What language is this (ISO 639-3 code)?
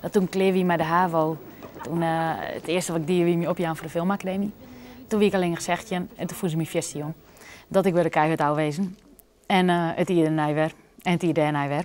fry